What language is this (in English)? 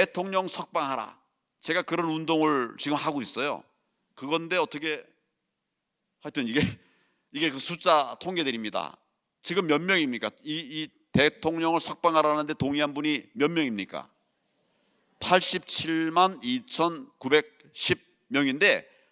Korean